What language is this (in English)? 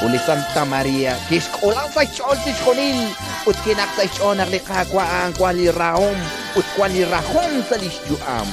Kekchí